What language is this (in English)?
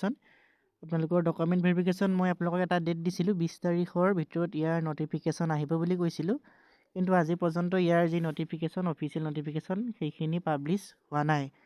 Assamese